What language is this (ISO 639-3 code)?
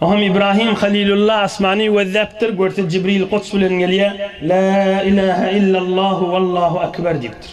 tuk